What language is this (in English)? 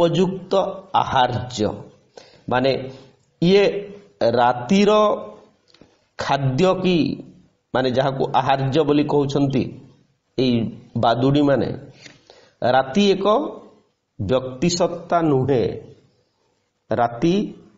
Odia